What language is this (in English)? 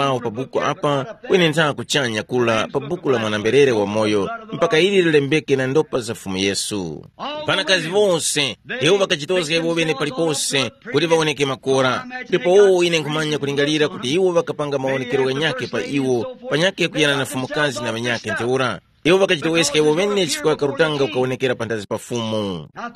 Tumbuka